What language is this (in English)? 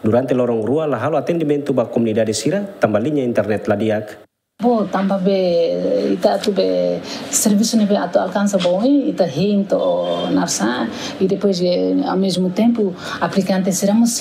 Tetum